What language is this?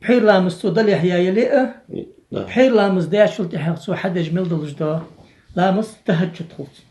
Ingush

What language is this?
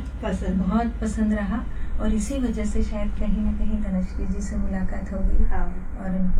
Hindi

